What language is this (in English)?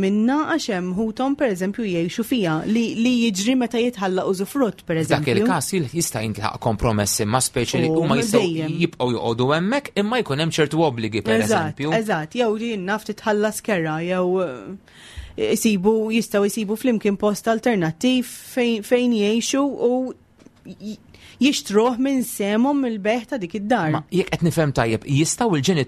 Maltese